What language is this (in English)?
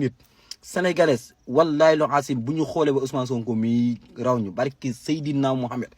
Wolof